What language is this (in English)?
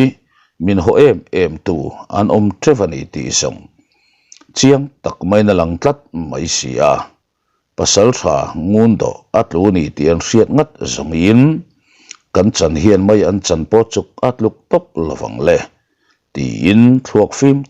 Mizo